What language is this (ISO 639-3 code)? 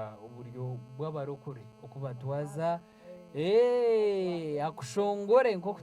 nyn